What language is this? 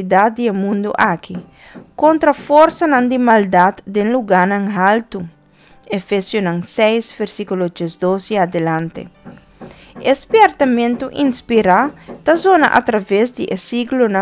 Papiamento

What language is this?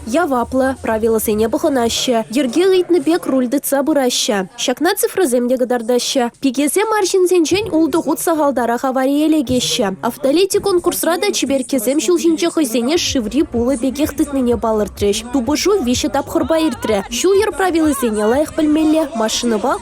Chuvash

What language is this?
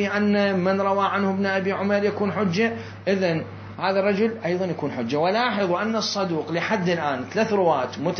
Mesopotamian Arabic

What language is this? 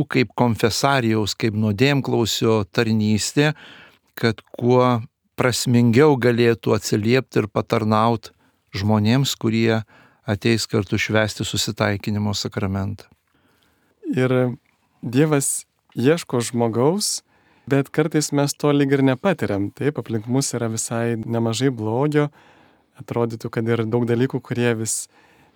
Lithuanian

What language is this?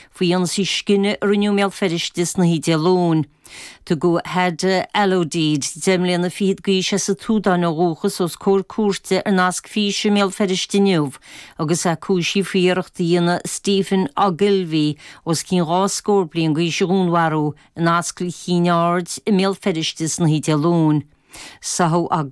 Irish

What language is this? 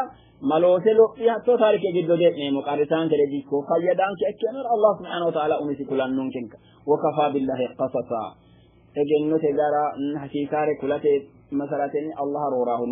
Sidamo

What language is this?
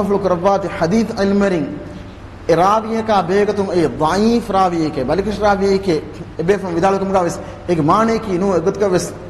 Divehi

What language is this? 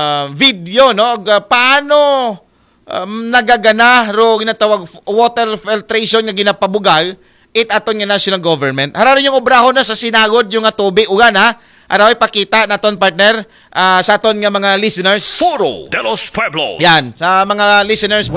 Aklanon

